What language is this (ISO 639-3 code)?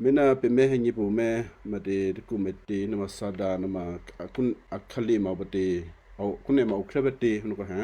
kyu